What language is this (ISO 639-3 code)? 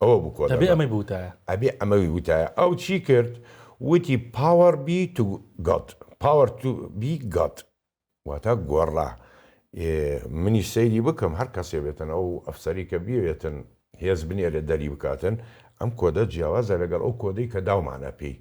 ckb